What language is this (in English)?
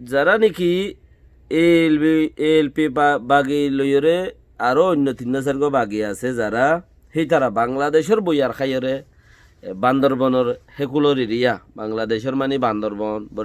Rohingya